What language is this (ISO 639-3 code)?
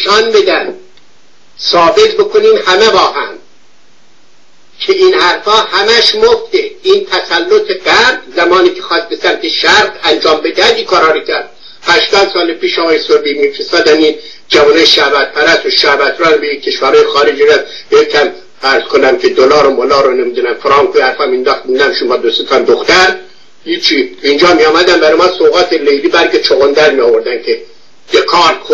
fas